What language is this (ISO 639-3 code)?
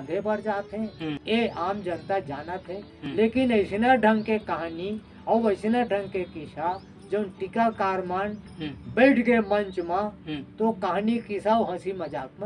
hne